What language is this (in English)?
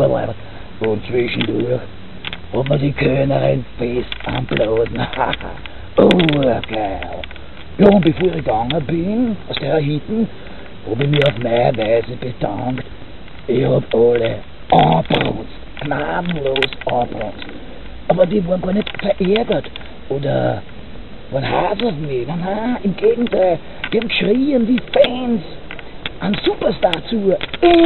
Bavarian